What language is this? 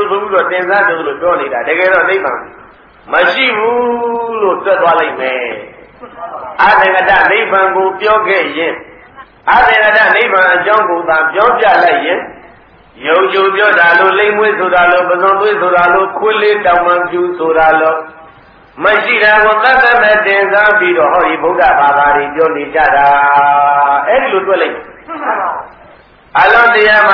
Burmese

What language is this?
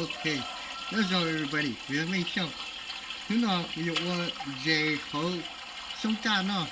Hmong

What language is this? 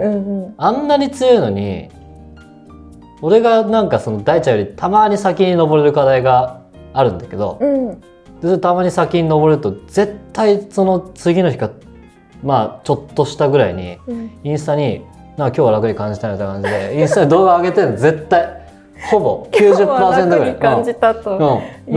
Japanese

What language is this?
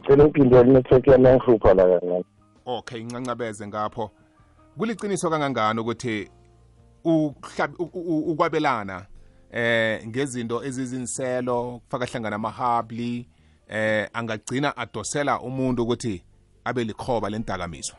South Ndebele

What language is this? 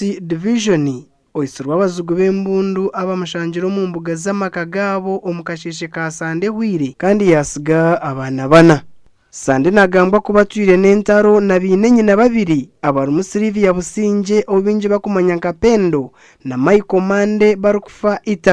Nyankole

